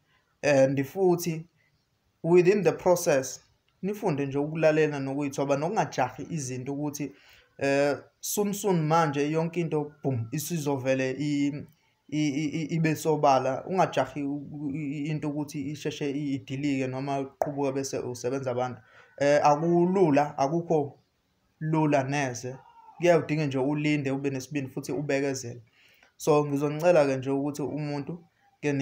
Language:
Zulu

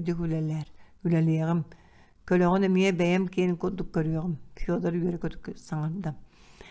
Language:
Yakut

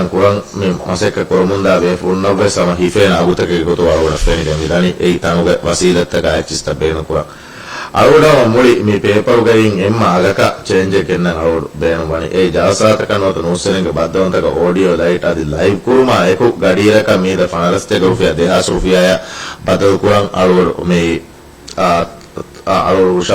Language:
Divehi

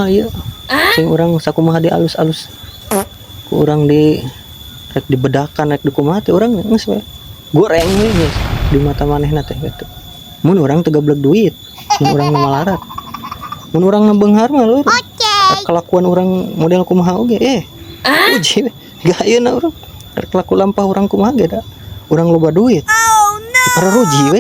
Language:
Sundanese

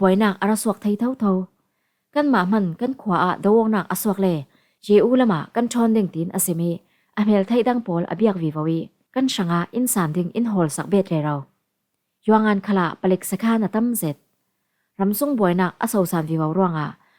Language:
Falam Chin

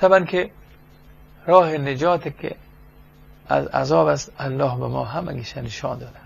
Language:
Persian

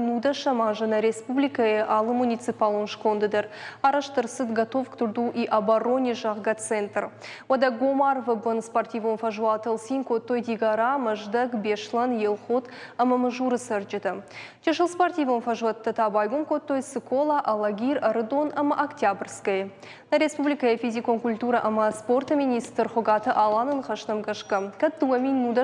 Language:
Ossetic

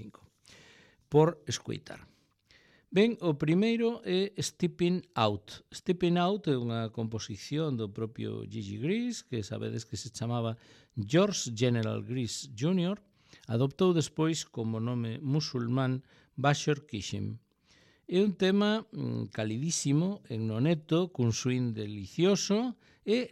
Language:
Galician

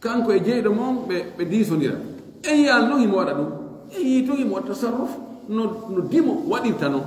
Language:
Fula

